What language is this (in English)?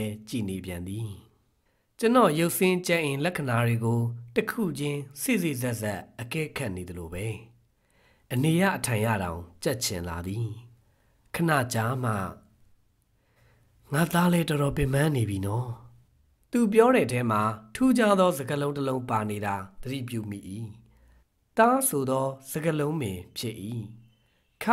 Burmese